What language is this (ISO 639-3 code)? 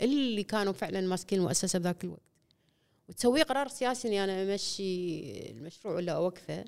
afb